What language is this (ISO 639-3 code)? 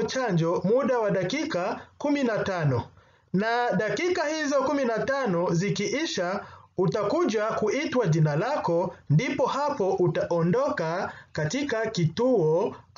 swa